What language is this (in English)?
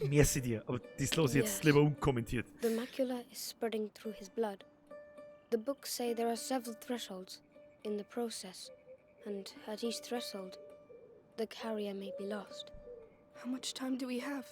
Bavarian